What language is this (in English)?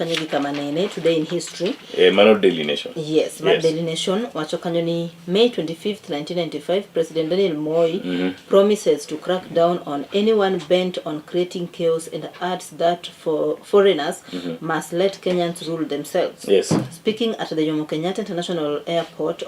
Luo (Kenya and Tanzania)